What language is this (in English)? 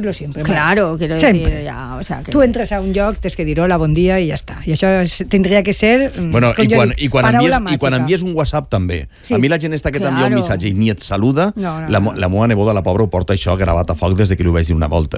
Catalan